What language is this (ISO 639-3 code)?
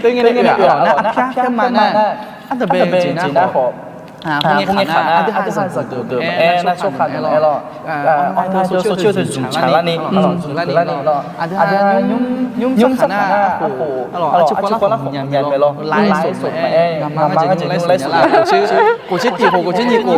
ahk